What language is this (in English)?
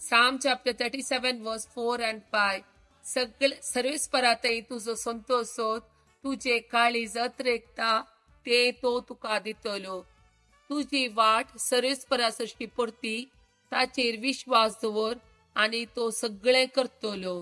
Konkani